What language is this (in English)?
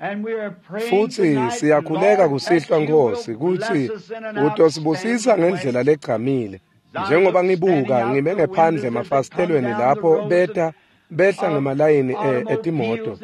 Swati